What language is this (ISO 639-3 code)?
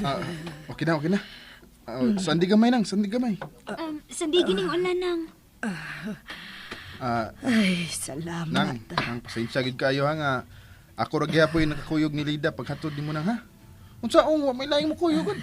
ceb